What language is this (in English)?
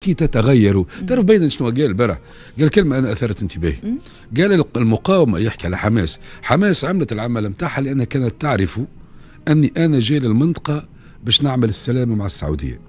Tunisian Arabic